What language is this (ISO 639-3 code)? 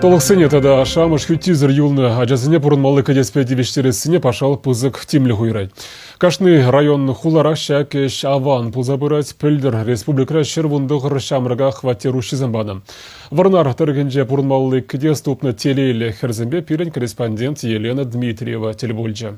chv